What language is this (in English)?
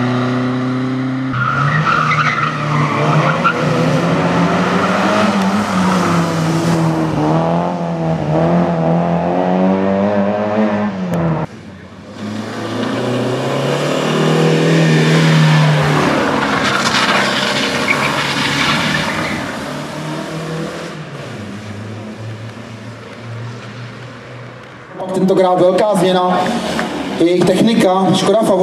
Czech